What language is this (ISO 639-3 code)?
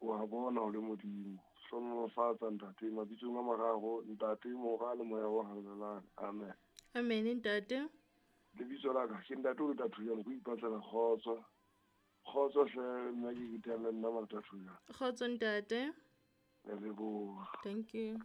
sot